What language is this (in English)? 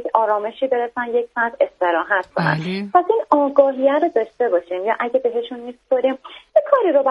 Persian